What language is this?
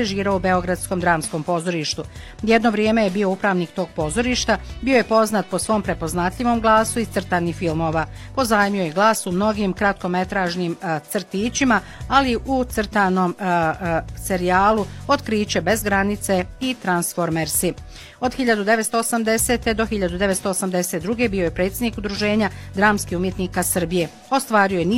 Bosnian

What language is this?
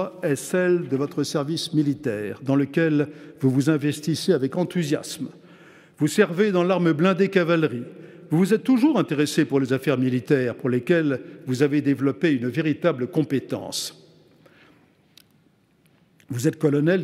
French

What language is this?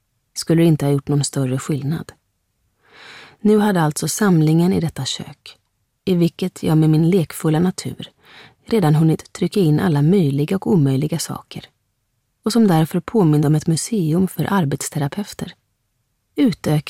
Swedish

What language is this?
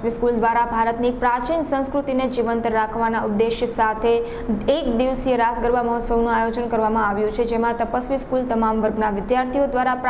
Gujarati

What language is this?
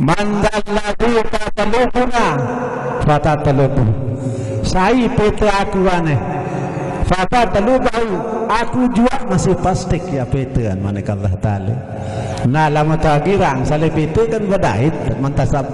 Sasak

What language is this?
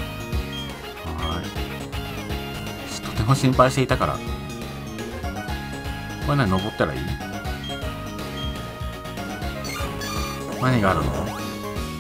Japanese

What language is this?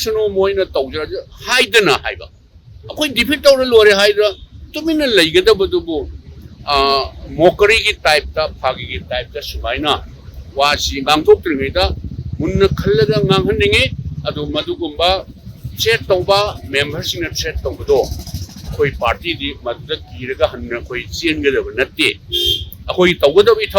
Manipuri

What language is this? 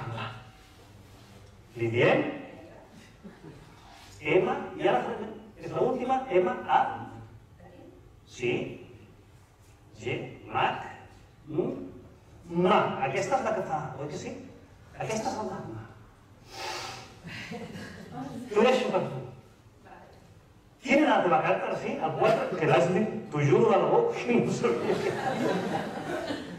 Catalan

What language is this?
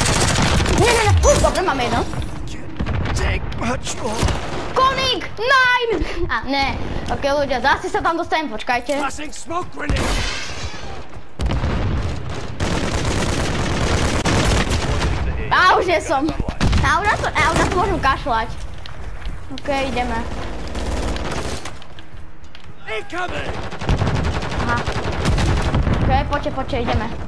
Slovak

